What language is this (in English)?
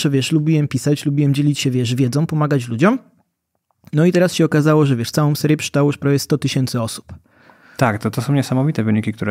Polish